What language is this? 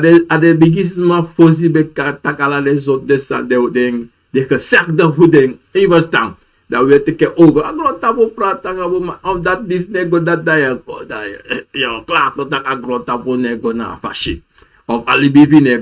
Sranan Tongo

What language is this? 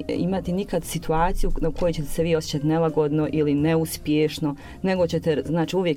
Bosnian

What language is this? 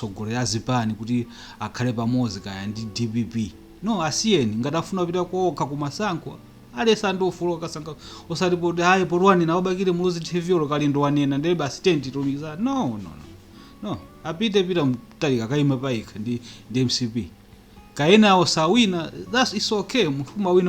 Nyanja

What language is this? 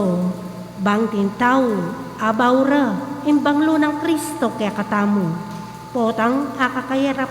Pampanga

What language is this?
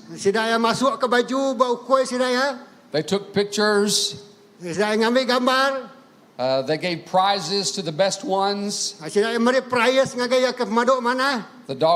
Iban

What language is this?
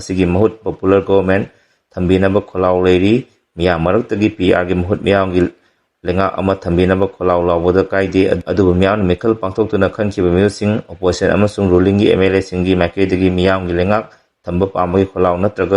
Manipuri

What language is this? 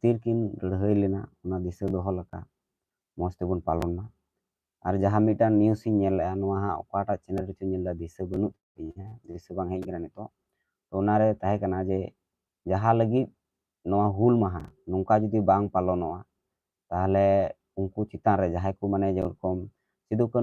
Santali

